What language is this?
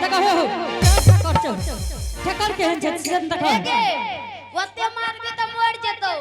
Angika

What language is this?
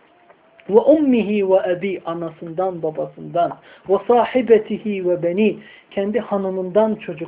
Turkish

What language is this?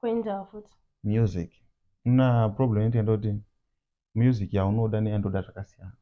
Shona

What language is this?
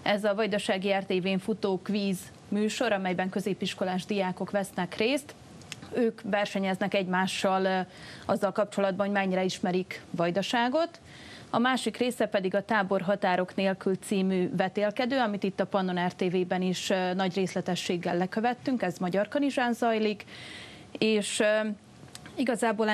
Hungarian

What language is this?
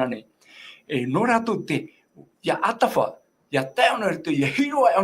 Tahitian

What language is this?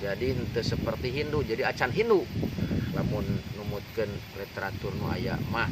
Sundanese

